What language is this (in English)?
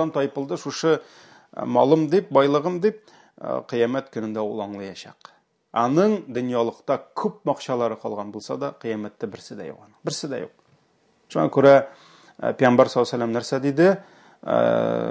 Tatar